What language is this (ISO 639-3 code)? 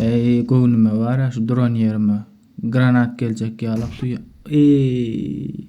tuk